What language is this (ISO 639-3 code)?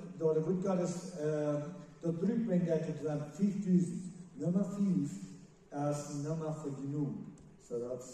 pdt